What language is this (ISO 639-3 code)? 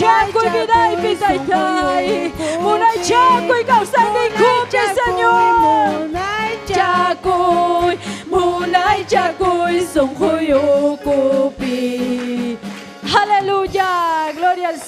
quy